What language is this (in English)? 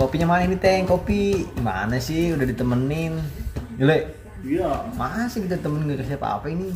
Betawi